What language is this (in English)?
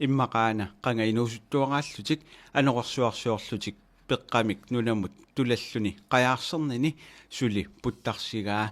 Kalaallisut